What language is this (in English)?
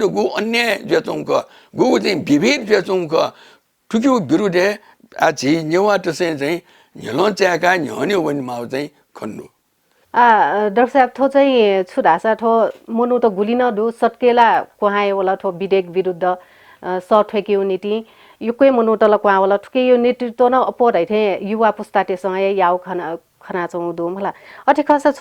Newari